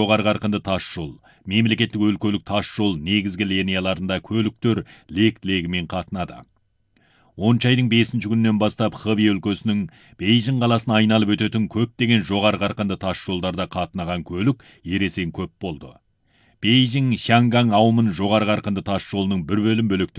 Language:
Kazakh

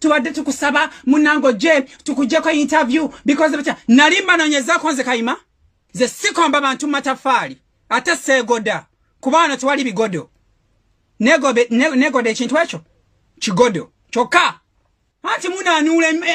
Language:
Ganda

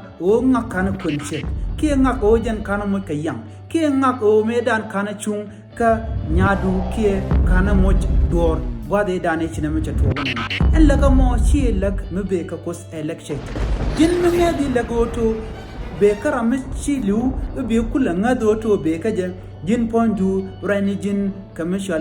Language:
Nuer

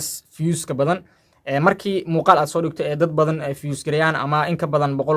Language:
Somali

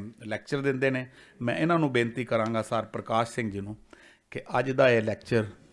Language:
Punjabi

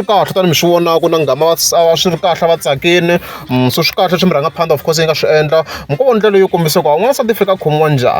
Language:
Tsonga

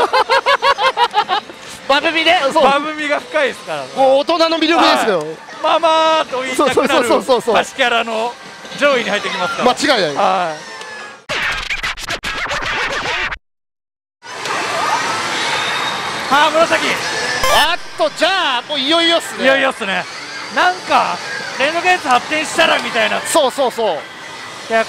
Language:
Japanese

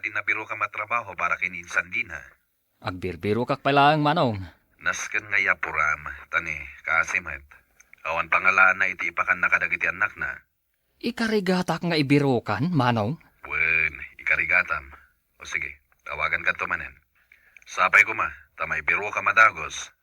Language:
Iloko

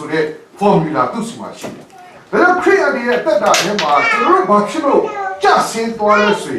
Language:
Burmese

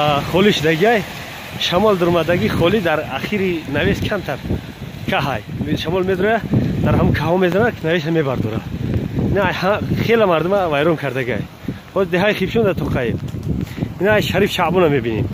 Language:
Tajik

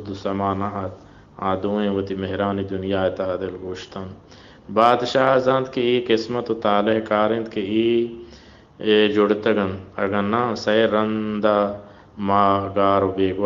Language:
Baluchi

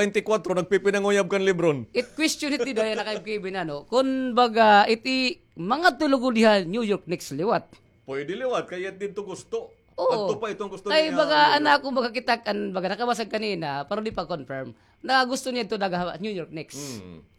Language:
Waray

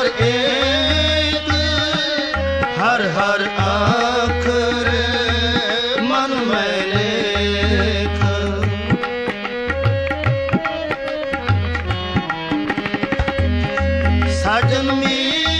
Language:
Punjabi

